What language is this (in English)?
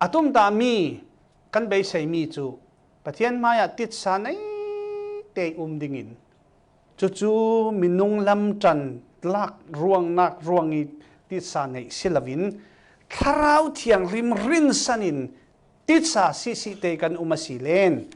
Falam Chin